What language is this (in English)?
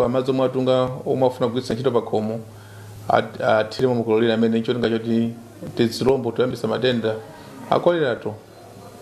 Nyanja